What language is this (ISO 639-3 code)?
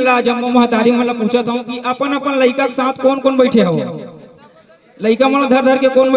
hne